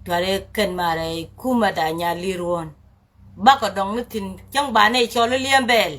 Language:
Nuer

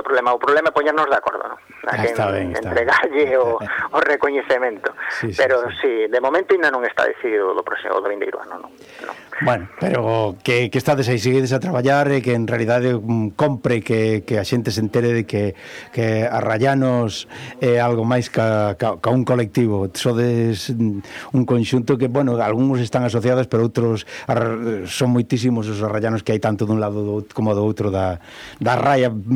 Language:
Galician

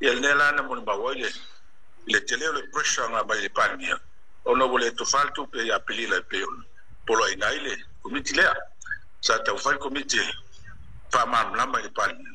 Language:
Samoan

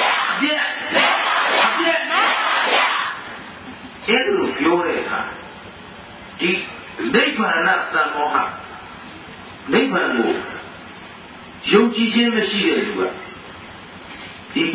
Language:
Burmese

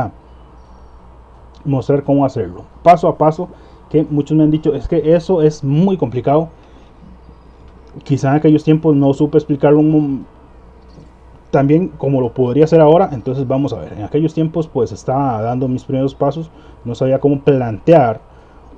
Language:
Spanish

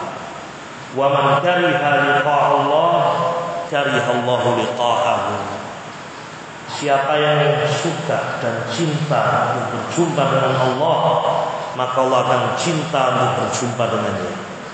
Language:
Indonesian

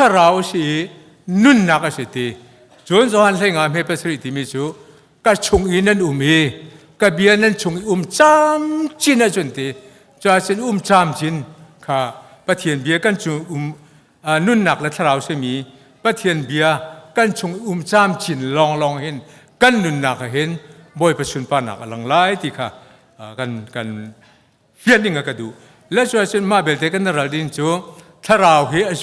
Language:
Hakha Chin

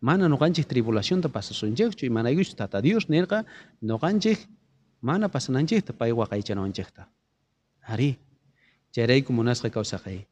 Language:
South Bolivian Quechua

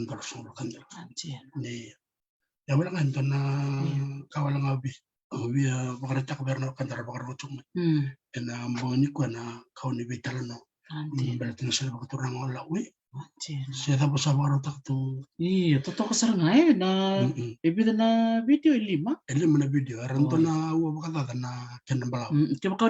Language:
Fijian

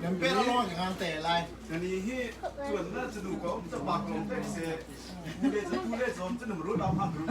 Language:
Hakha Chin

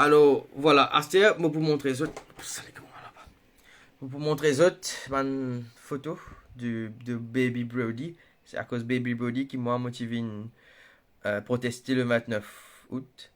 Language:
Morisyen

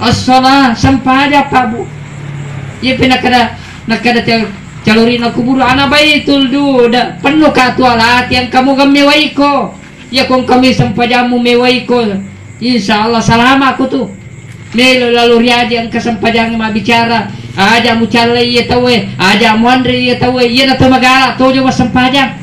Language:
Buginese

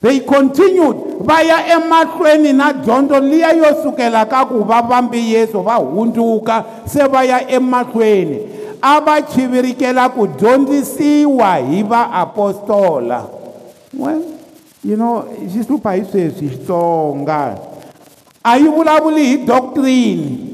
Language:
Tsonga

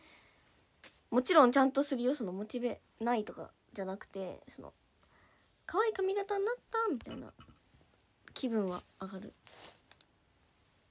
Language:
Japanese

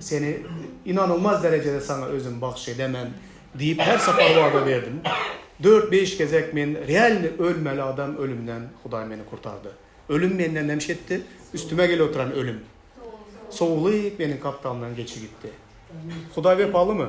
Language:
Turkmen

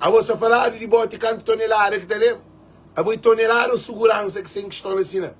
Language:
Kabuverdianu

